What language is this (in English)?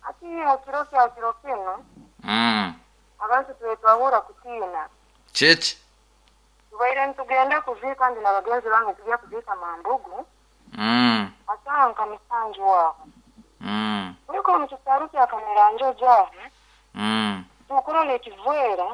Nyankole